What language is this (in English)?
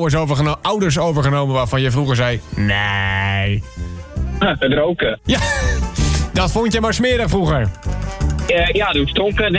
Dutch